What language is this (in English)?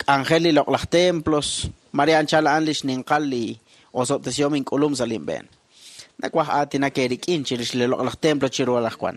Kekchí